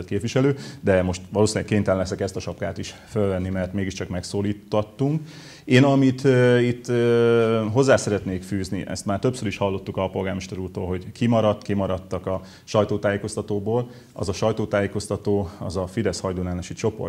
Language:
Hungarian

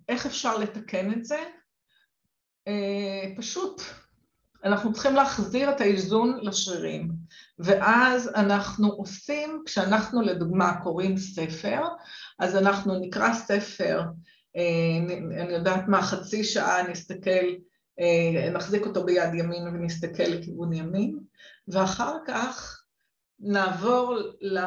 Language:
Hebrew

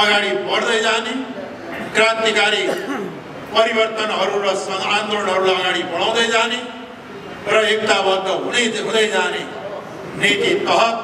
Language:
Nepali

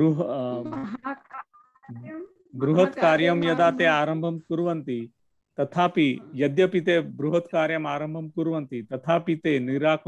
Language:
Sanskrit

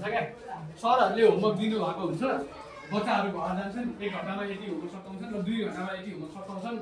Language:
Nepali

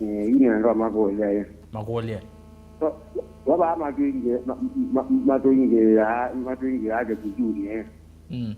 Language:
Kamba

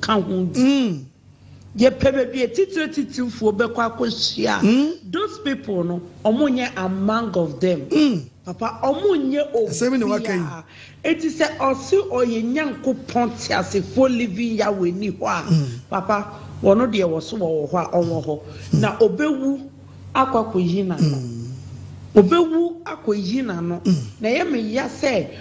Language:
Akan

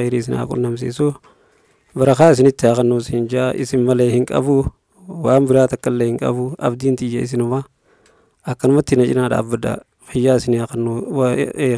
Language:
Oromo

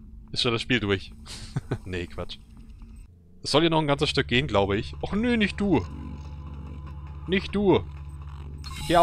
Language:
German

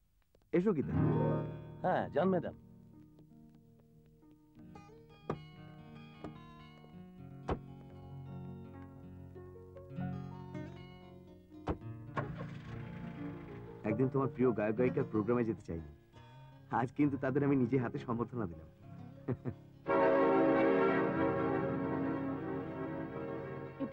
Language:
Bangla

